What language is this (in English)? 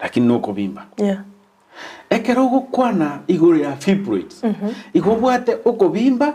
Gusii